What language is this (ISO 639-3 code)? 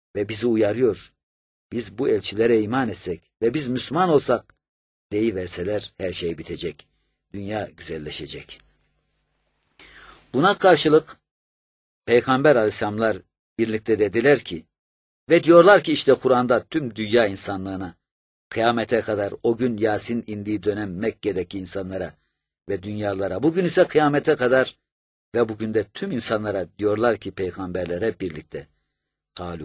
tur